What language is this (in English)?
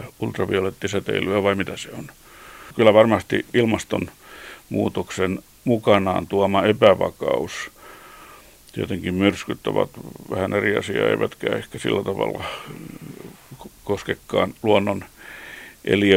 Finnish